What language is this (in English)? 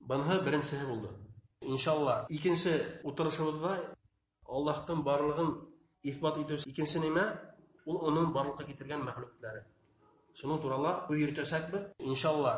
Bashkir